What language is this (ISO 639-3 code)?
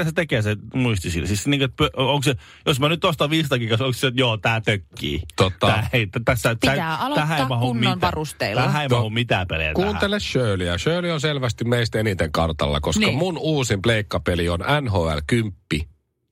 fin